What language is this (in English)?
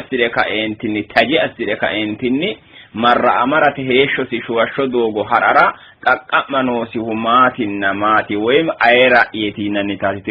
Sidamo